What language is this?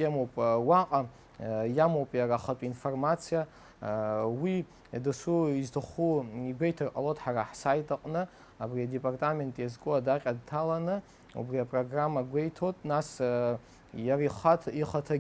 Abkhazian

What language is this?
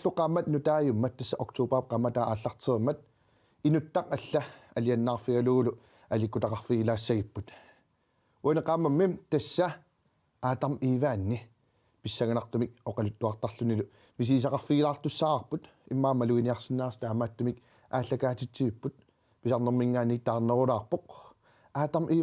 Kalaallisut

